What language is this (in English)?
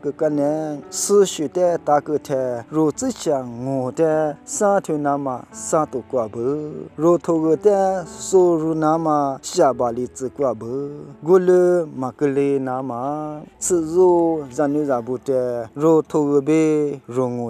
Lisu